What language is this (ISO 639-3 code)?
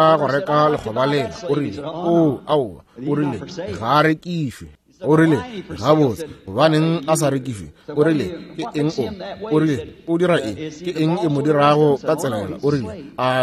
nso